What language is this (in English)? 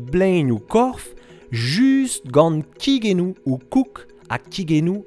Breton